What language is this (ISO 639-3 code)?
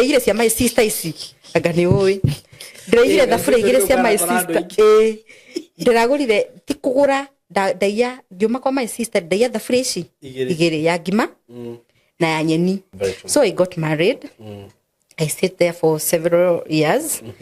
kik